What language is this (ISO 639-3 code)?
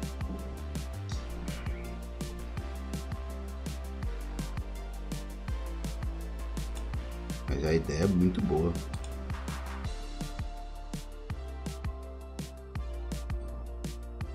por